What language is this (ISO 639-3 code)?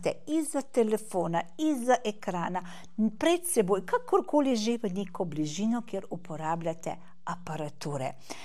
slv